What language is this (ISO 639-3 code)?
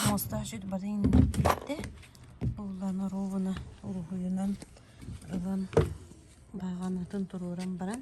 sah